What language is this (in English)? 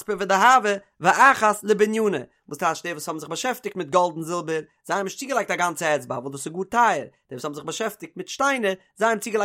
Yiddish